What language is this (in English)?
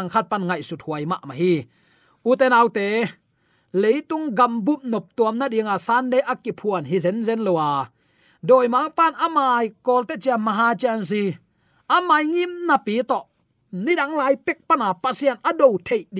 Tedim Chin